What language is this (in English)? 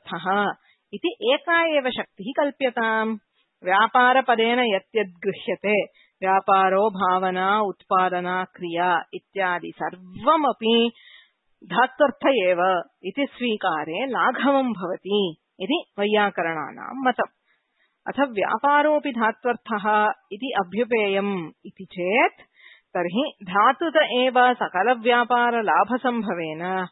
Sanskrit